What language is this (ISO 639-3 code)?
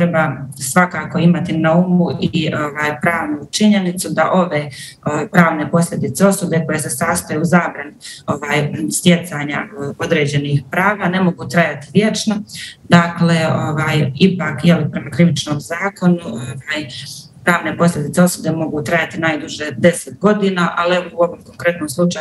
bos